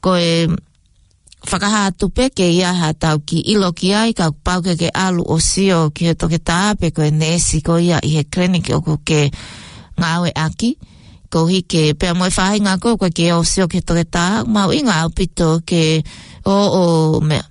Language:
Tongan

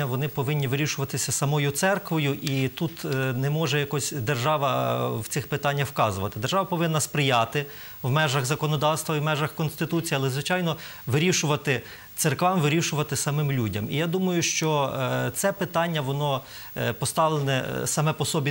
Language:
Ukrainian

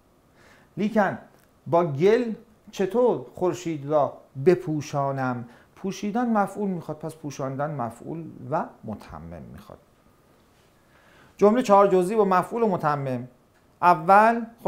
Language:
Persian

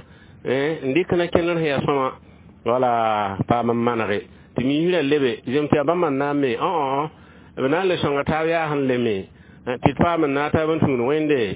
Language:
Mossi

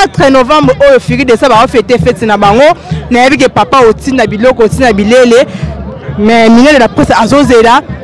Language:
Lingala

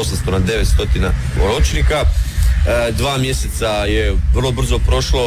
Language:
Croatian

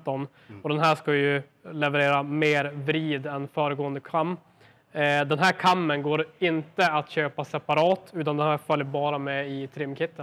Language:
Swedish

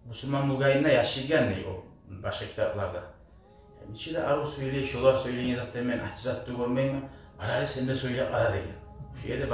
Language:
Kumyk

